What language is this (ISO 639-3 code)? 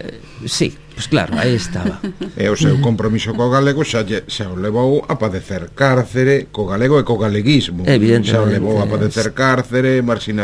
glg